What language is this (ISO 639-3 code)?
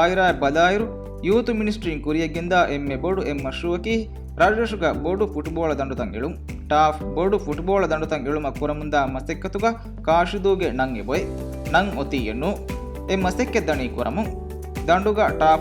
div